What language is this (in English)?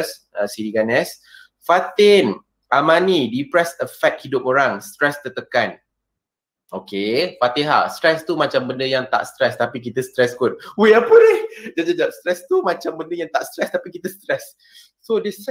Malay